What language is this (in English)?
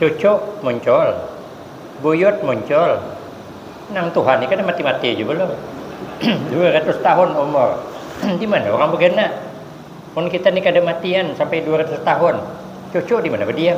Banjar